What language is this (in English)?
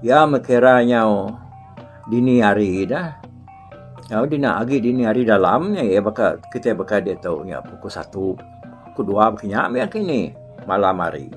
Iban